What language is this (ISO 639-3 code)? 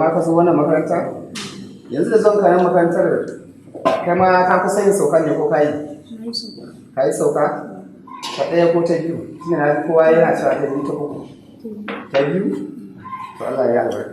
hau